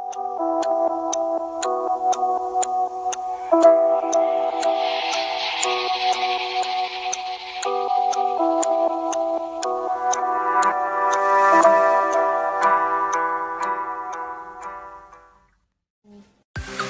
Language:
Abkhazian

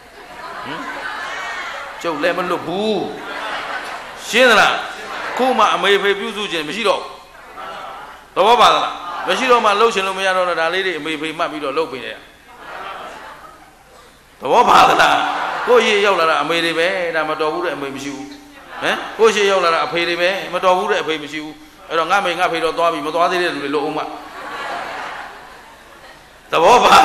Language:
Burmese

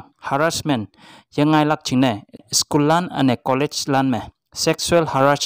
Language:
Konyak Naga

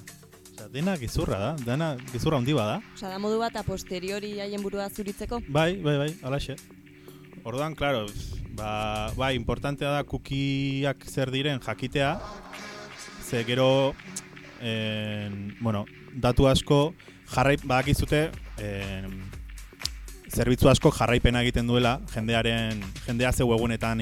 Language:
Basque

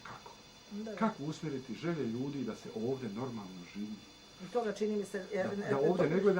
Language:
Bosnian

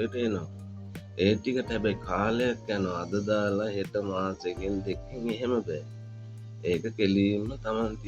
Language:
Sinhala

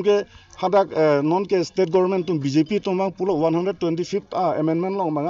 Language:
Karbi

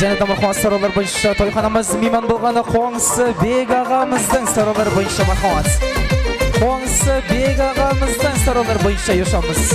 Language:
Kara-Kalpak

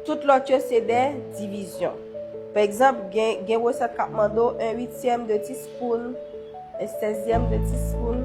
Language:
Haitian Creole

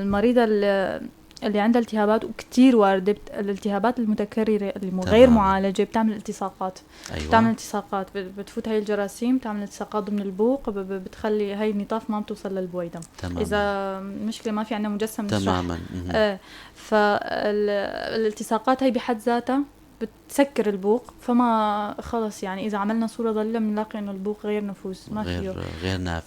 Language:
North Levantine Arabic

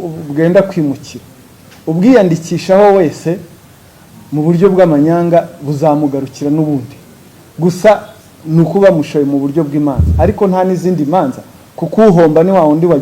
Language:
Kinyarwanda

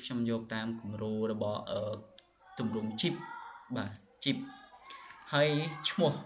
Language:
Khmer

